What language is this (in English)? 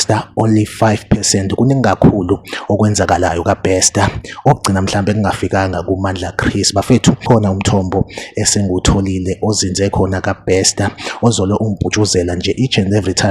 Zulu